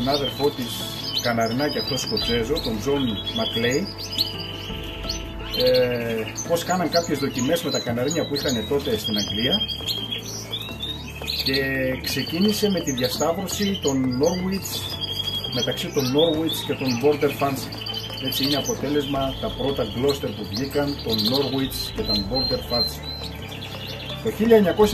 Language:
Greek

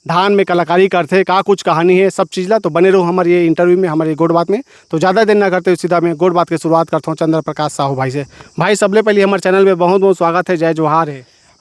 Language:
Chhattisgarhi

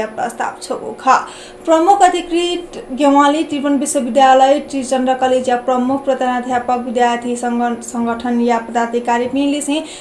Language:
Newari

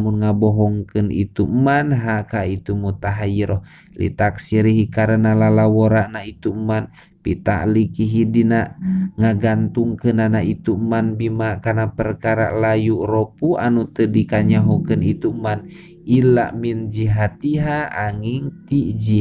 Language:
Sundanese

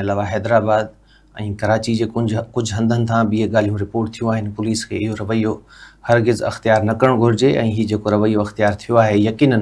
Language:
Sindhi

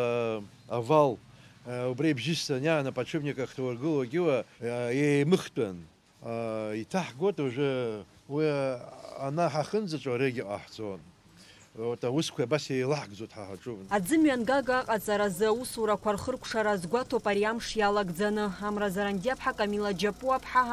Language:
Abkhazian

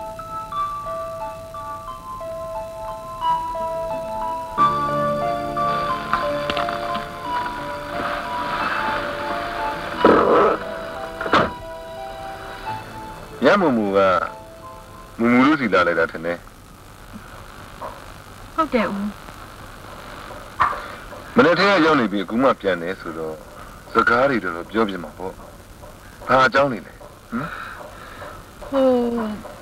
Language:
Burmese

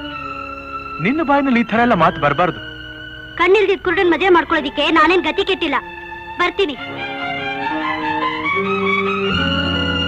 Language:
Kannada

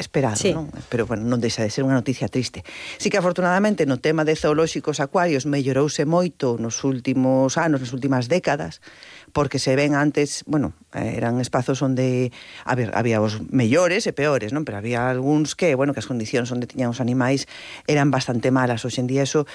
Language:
Galician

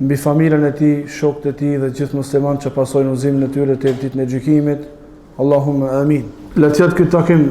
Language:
Albanian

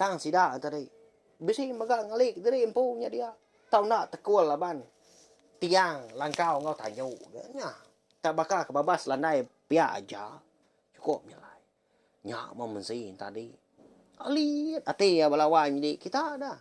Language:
Iban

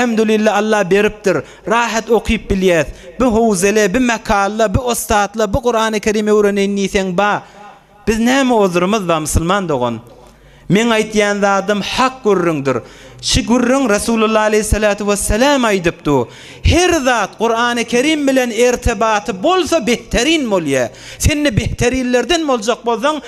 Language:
Turkmen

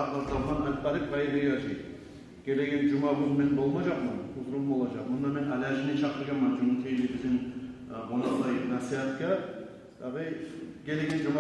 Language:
Kumyk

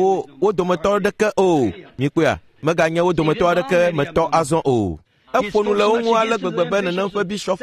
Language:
Ewe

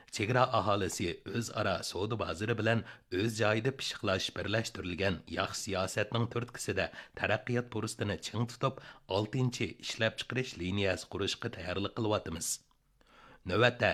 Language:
Uyghur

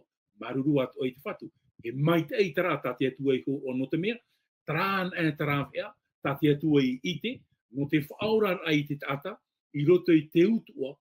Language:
Tahitian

